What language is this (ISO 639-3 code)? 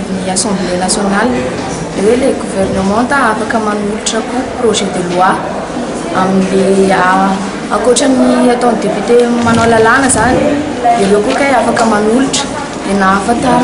mlg